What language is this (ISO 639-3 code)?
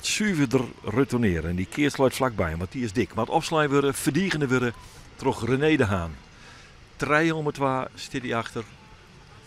fry